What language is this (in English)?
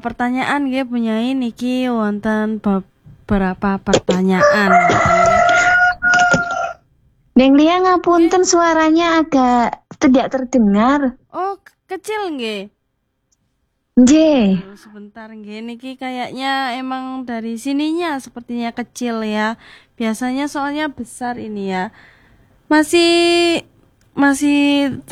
Javanese